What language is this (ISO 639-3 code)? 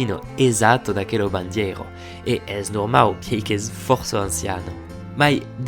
oci